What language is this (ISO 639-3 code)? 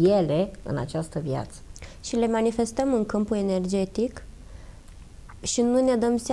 ron